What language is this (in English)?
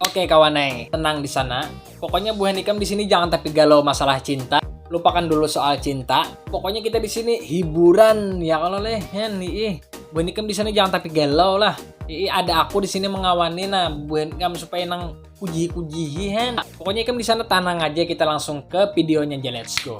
Banjar